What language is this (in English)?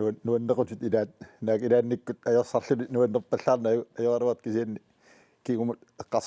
Kalaallisut